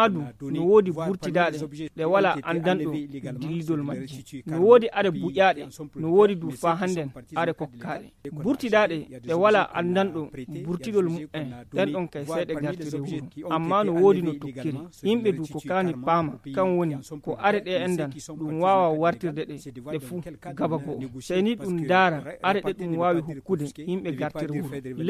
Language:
Fula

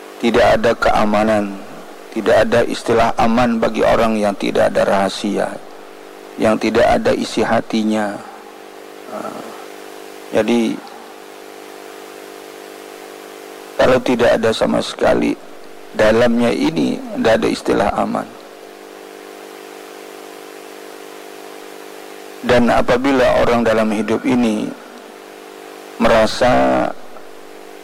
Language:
Indonesian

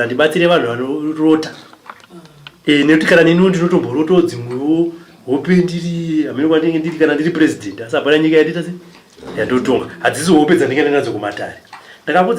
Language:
Shona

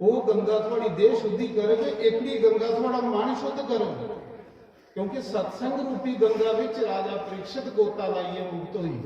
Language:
Dogri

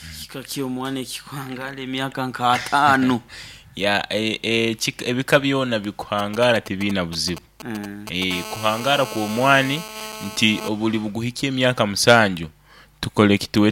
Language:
Nyoro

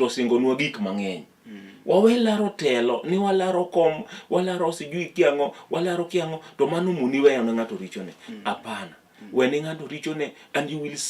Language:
Luo (Kenya and Tanzania)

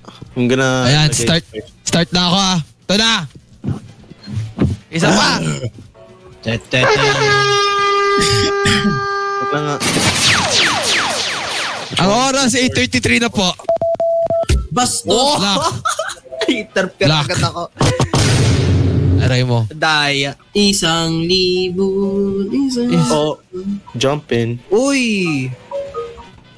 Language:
Filipino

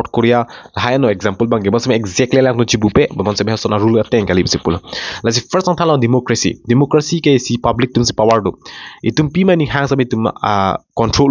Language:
Karbi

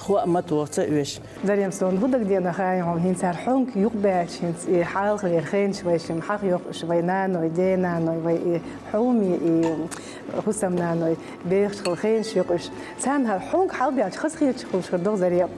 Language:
Chechen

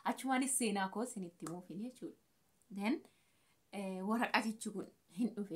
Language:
Oromo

